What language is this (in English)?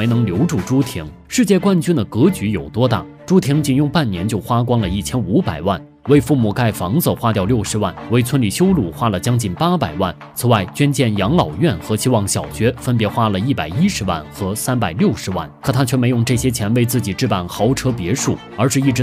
Chinese